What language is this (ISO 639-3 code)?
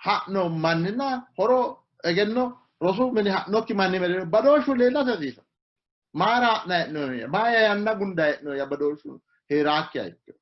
sid